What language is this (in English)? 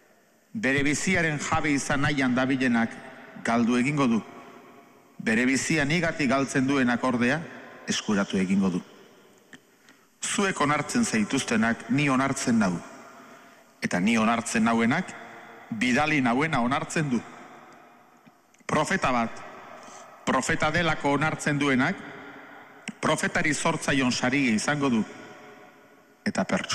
Basque